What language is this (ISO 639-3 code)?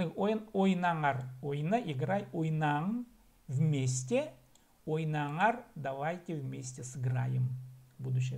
kjh